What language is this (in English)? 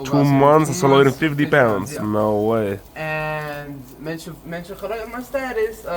Yiddish